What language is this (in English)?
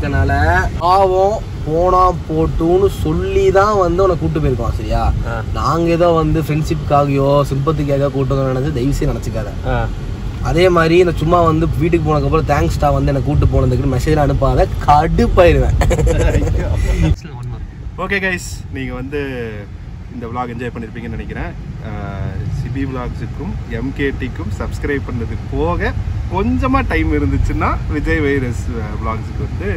Tamil